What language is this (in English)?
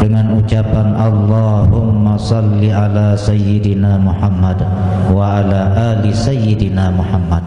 Sasak